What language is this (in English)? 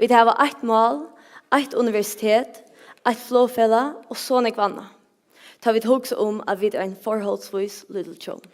Faroese